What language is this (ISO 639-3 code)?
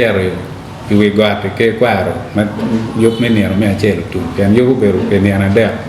ach